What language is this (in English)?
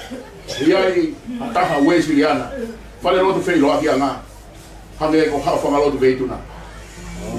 Tongan